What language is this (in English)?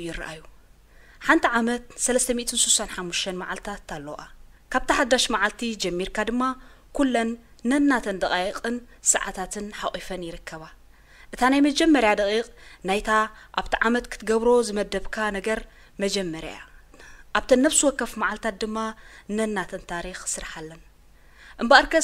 Tigrinya